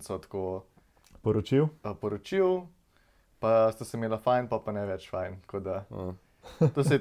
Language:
Slovenian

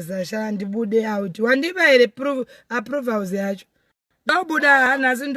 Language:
Shona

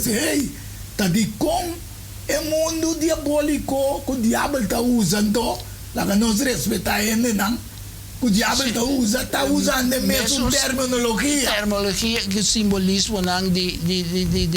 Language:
Papiamento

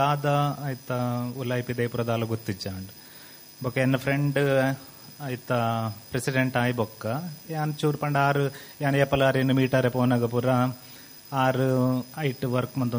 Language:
Tulu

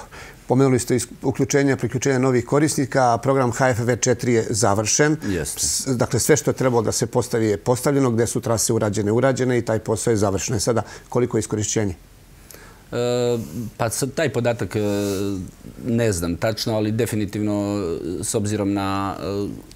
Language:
Serbian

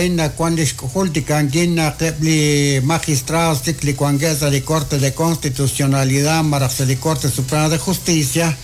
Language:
Kekchí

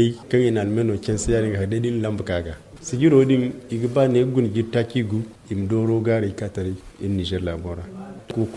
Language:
Zarma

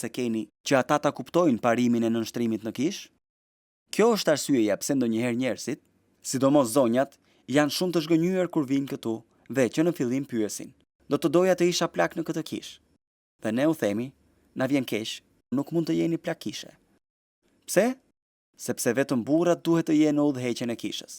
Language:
Albanian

